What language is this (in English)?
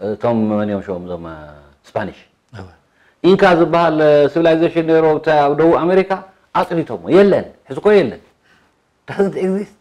Tigrinya